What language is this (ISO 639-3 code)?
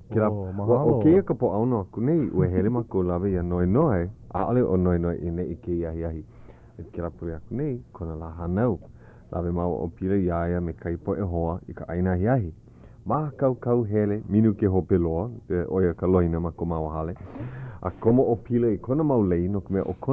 haw